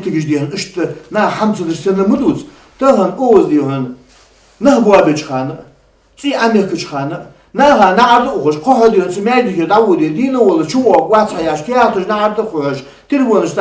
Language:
Ingush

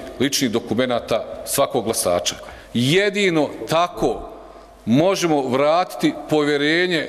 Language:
Bosnian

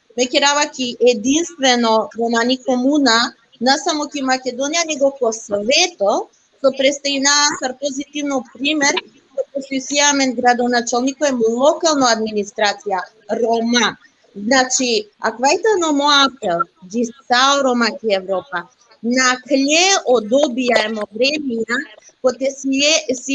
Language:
Balkan Romani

